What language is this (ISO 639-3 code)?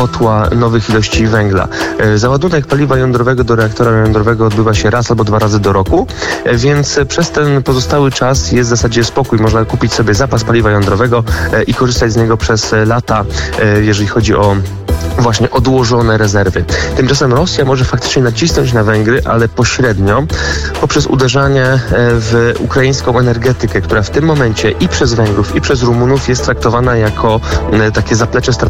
pol